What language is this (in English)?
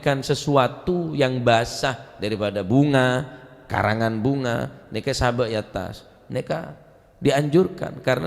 Madurese